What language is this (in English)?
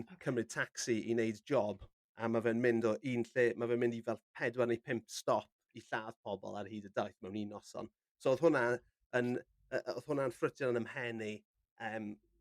Welsh